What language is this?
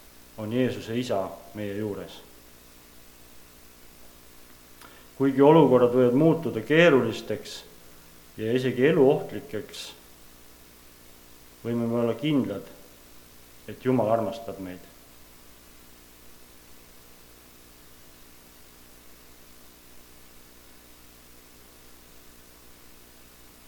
Estonian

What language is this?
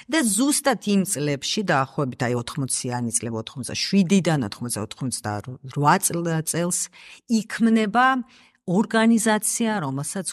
Georgian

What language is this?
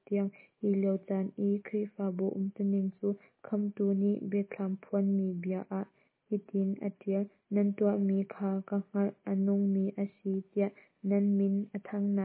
Hakha Chin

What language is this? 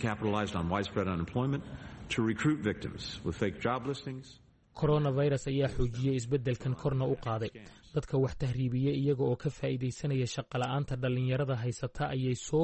Somali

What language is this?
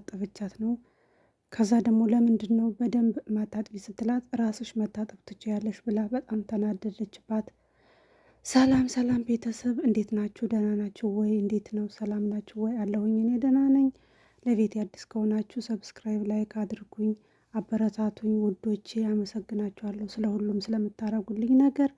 Amharic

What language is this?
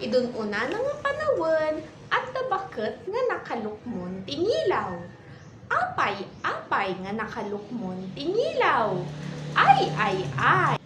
Iloko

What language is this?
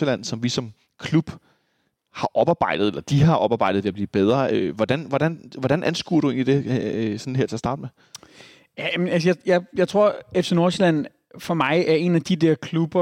Danish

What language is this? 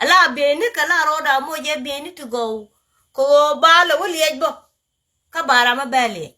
Nuer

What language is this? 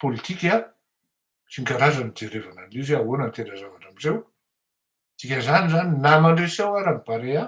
Malagasy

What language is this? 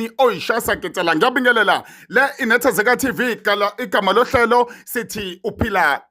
Zulu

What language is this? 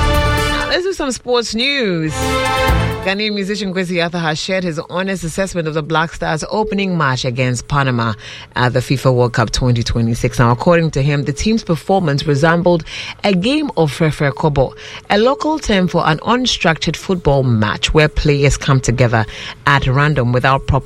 English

